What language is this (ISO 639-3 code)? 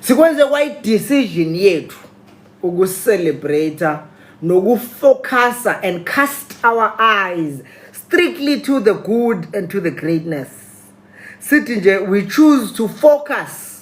zul